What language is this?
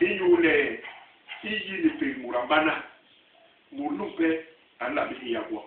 Basaa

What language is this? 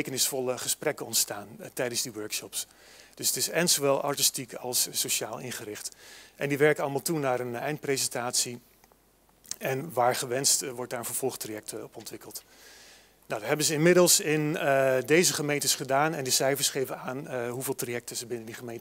Dutch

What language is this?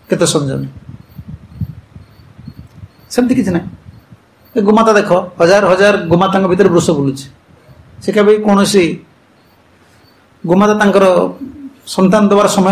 Odia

